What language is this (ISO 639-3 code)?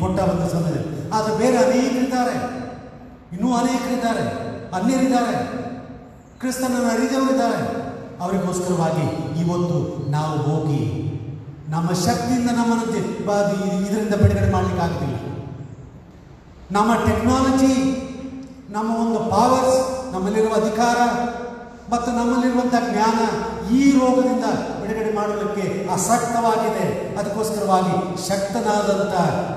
kan